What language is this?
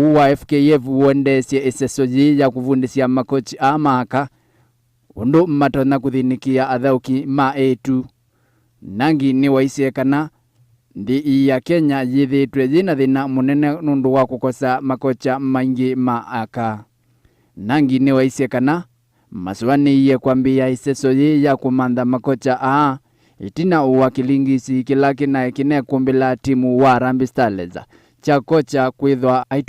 Kamba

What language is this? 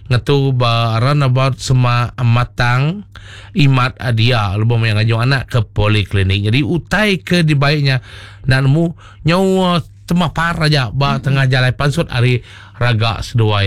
Iban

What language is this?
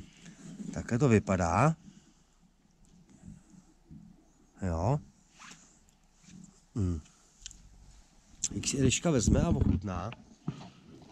Czech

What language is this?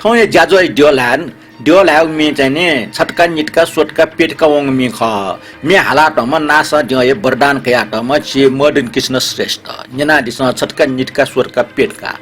Newari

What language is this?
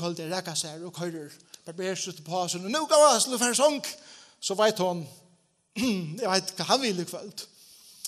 Faroese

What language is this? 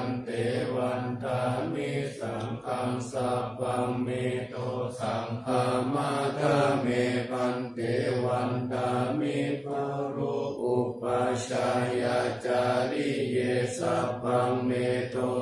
Pali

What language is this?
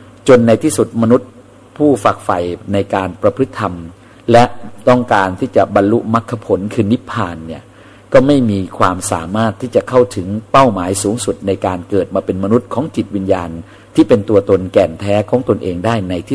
Thai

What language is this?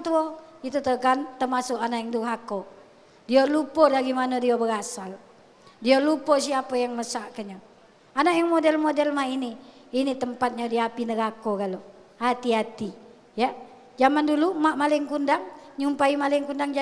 Musi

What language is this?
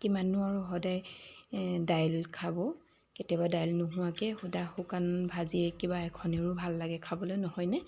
Assamese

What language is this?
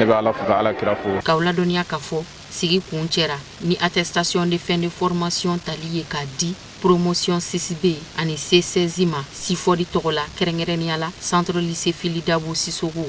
Bambara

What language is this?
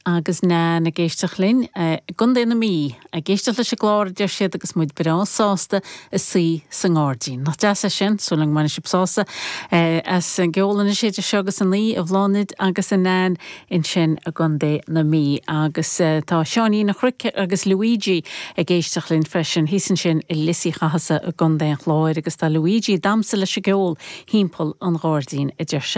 Irish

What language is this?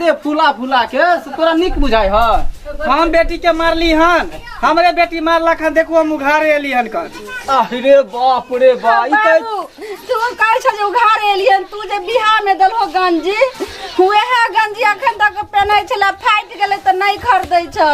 Maithili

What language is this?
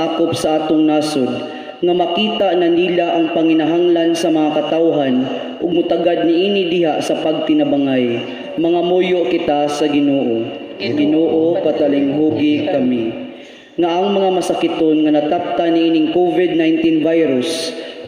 Cebuano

